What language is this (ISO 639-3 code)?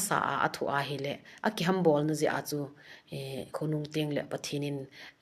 tcz